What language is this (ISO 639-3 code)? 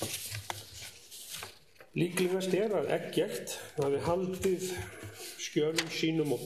isl